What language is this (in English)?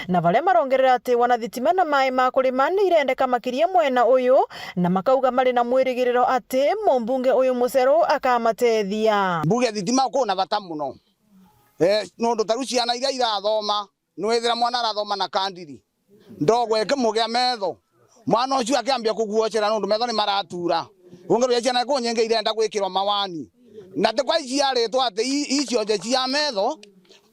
Meru